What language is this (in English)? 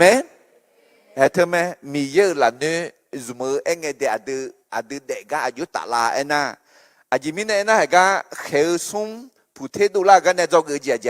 Akha